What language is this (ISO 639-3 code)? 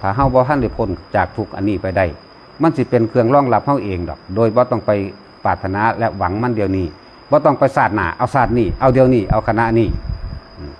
lao